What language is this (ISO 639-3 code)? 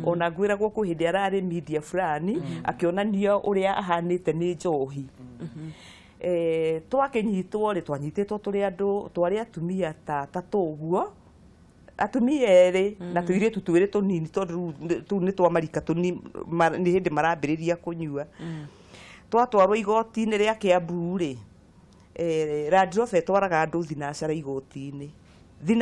kik